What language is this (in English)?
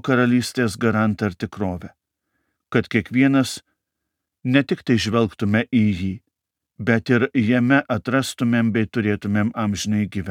Lithuanian